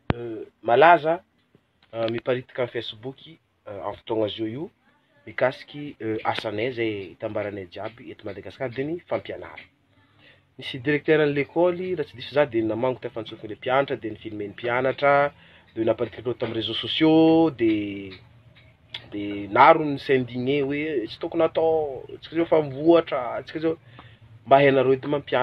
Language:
Malagasy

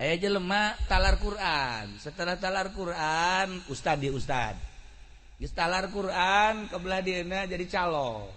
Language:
Sundanese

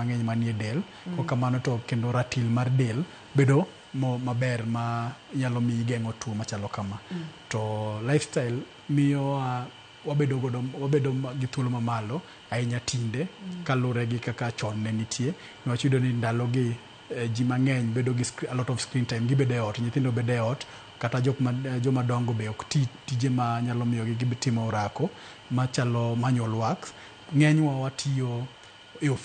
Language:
Luo (Kenya and Tanzania)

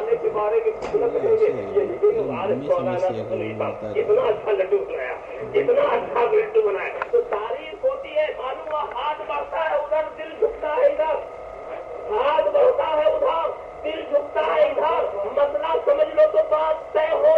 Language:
Urdu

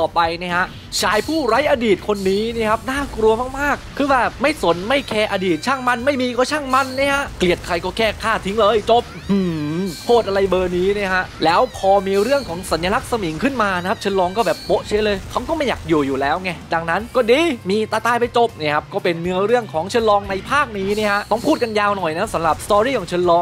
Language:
Thai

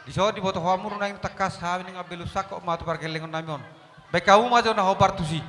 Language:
Batak Toba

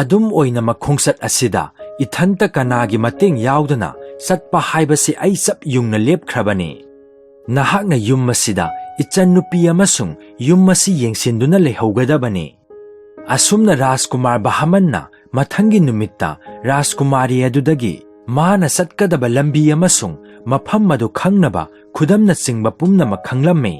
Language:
Manipuri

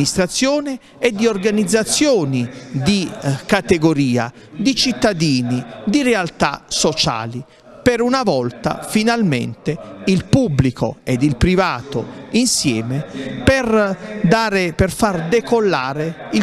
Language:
Italian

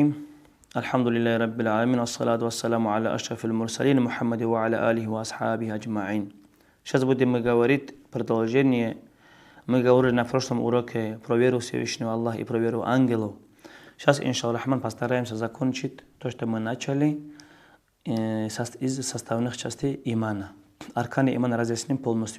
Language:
Dargwa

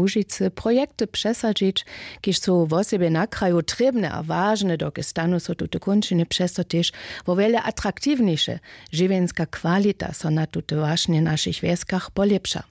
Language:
Upper Sorbian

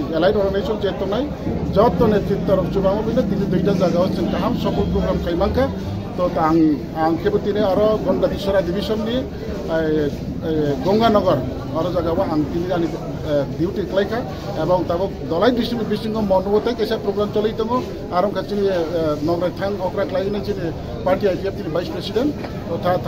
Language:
Kok Borok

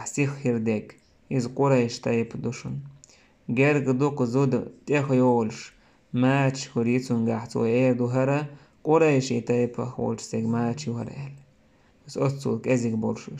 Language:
Chechen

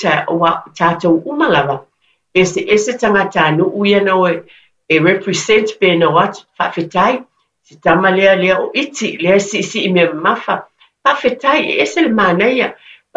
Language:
Samoan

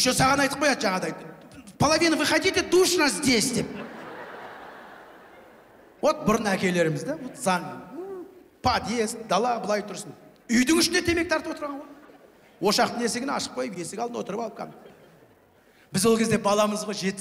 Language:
Kazakh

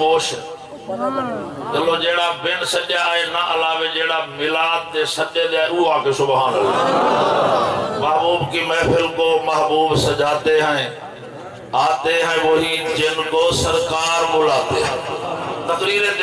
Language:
Saraiki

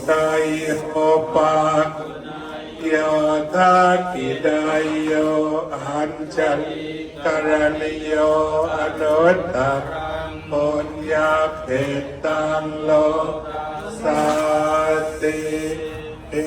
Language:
Pali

